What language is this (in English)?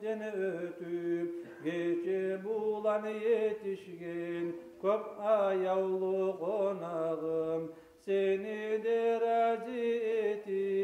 Kumyk